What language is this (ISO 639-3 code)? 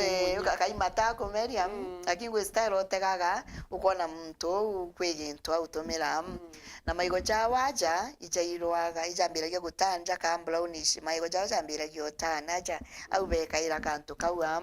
mer